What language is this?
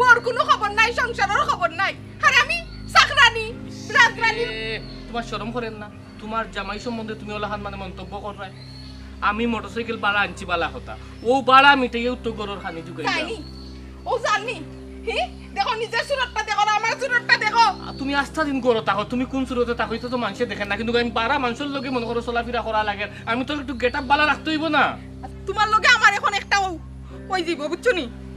Sylheti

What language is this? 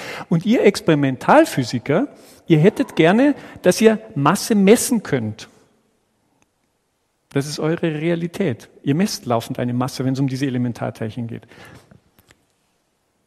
German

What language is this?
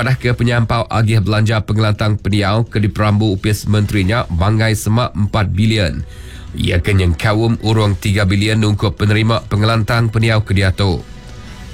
Iban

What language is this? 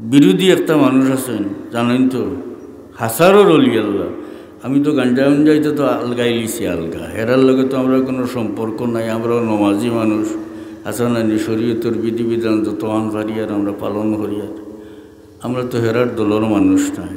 Sylheti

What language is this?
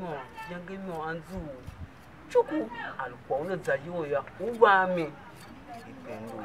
Tiv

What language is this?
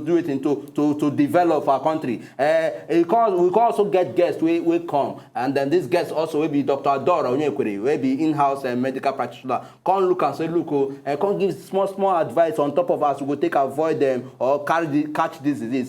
Nigerian Pidgin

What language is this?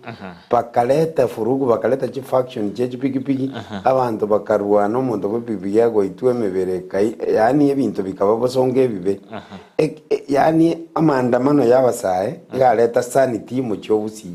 Gusii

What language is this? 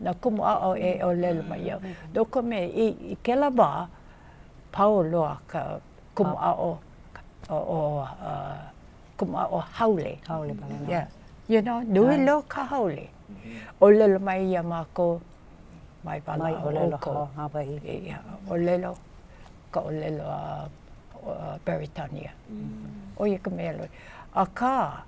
Hawaiian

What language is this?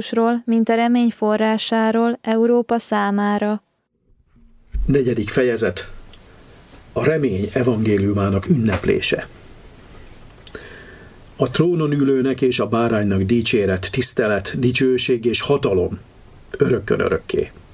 Hungarian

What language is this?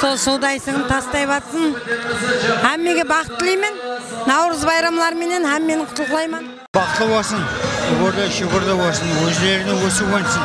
Kara-Kalpak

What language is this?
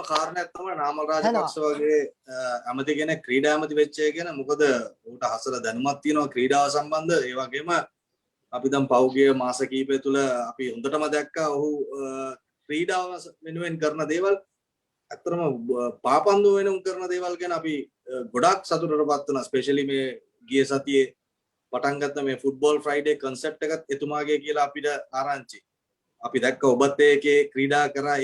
Sinhala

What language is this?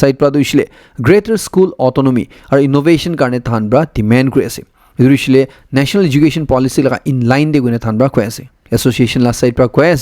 Naga Pidgin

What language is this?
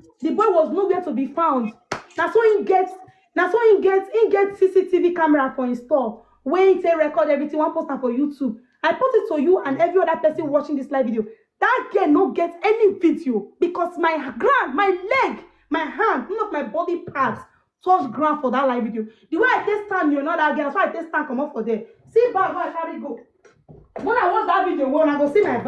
Nigerian Pidgin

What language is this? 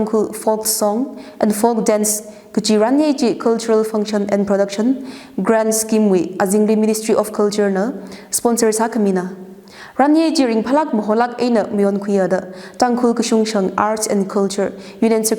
Tangkhul Naga (India)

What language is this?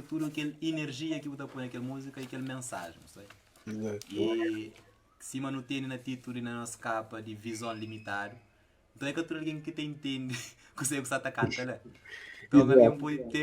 Kabuverdianu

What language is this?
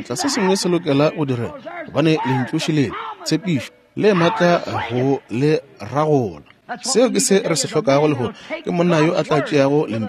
Northern Sotho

